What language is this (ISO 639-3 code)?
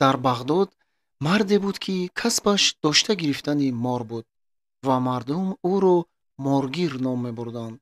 tgk